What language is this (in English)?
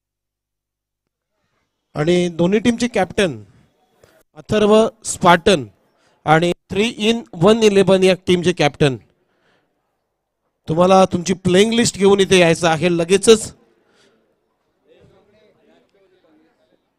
Marathi